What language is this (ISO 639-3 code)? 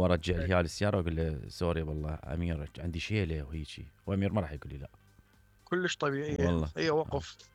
acm